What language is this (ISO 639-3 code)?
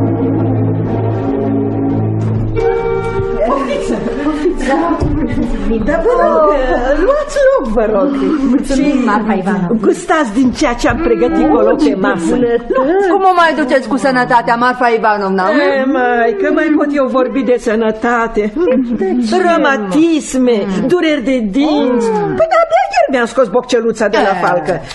ron